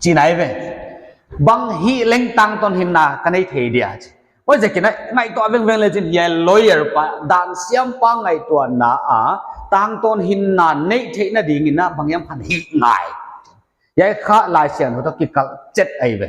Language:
Paite Chin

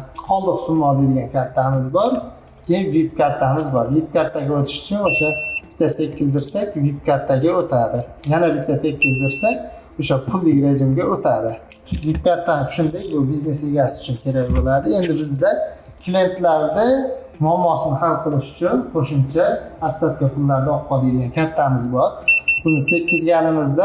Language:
Uzbek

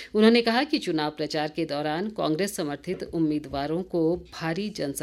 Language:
Hindi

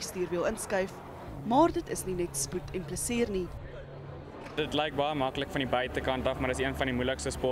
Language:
Afrikaans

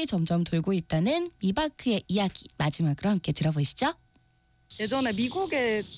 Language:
Korean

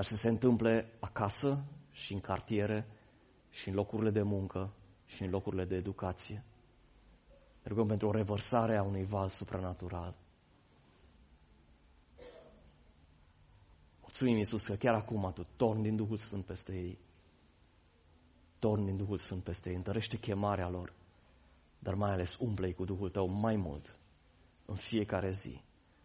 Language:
Romanian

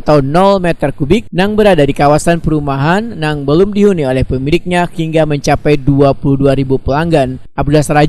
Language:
Banjar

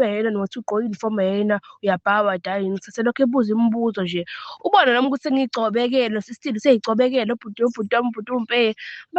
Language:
Zulu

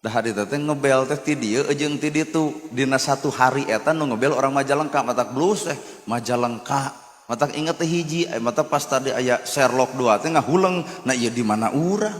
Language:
Sundanese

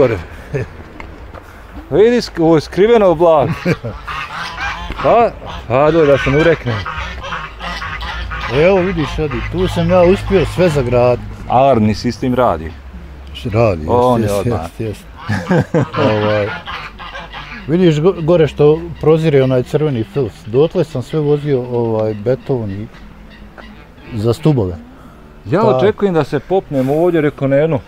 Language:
Bosnian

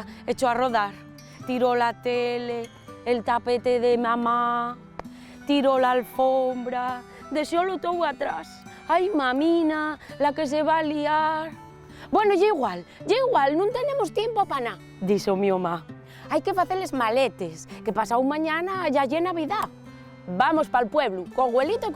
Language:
Asturian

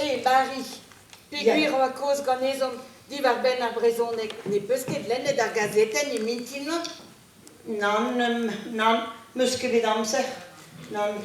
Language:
Breton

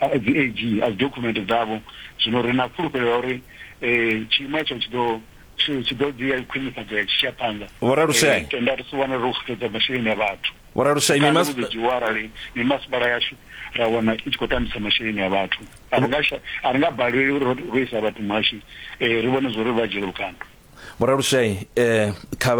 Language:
Venda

